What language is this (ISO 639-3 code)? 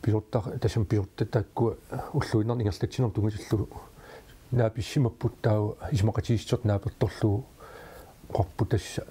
kal